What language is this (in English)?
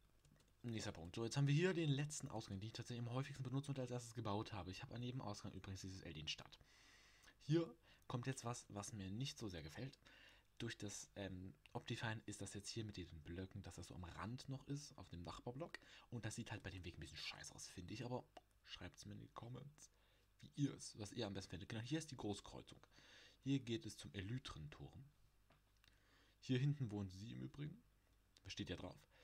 German